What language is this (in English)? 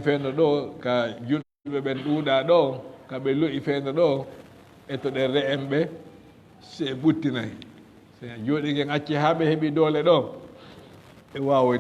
Fula